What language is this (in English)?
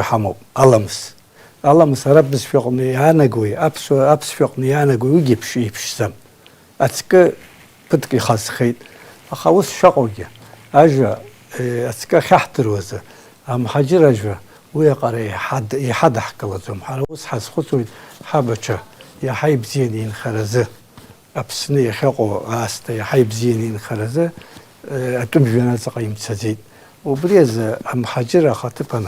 Abkhazian